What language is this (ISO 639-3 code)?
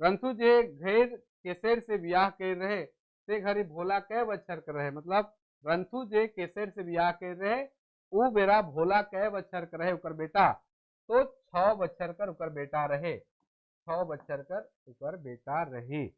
sck